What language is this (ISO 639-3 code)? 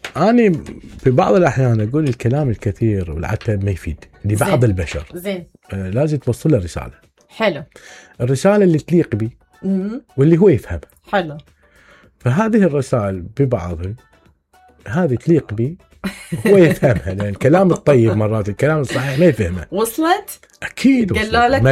acm